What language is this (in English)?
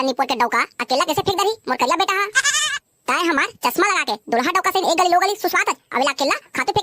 Chhattisgarhi